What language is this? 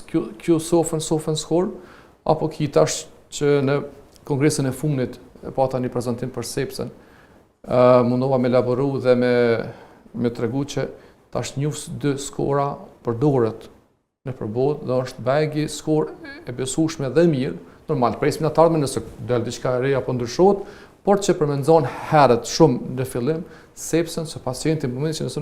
Albanian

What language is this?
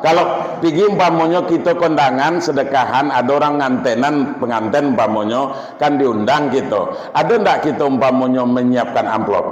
Minangkabau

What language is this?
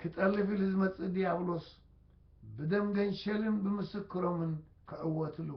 Tigrinya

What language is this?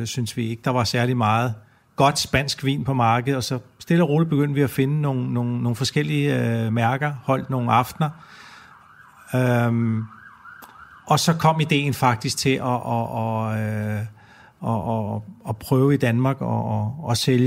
Danish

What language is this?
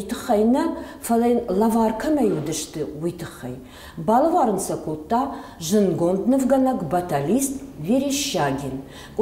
Ossetic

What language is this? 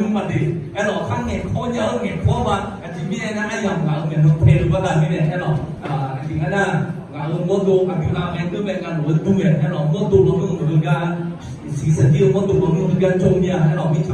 Akha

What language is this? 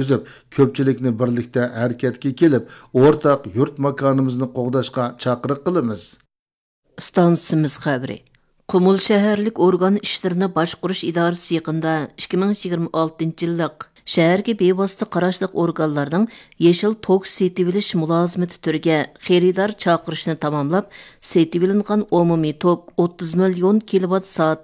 Uyghur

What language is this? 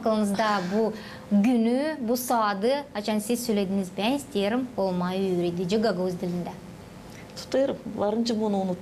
Gagauz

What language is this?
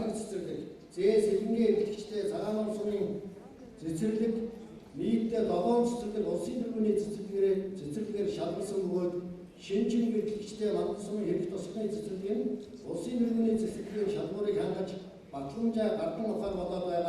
Mongolian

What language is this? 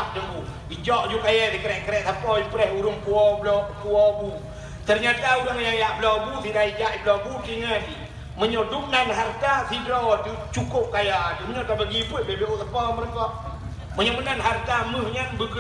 Achinese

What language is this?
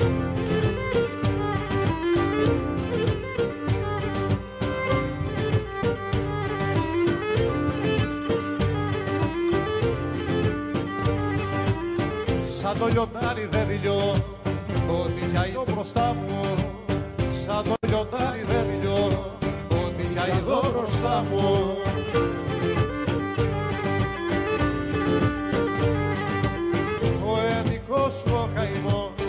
Greek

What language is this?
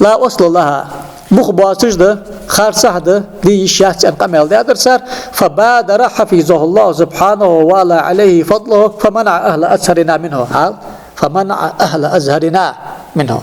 Ingush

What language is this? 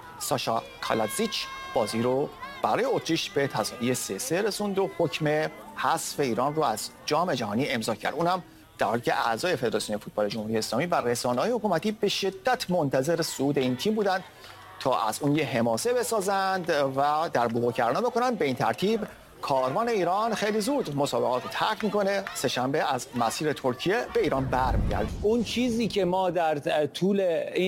Persian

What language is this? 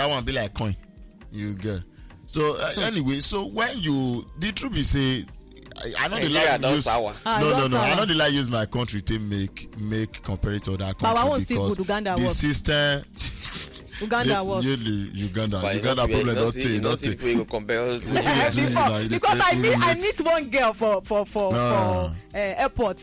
Nigerian Pidgin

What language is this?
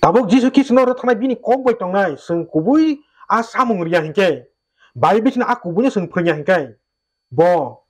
Kok Borok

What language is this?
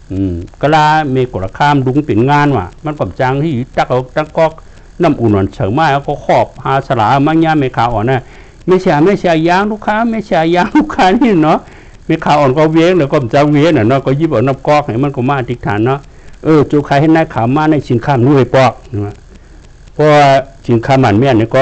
Shan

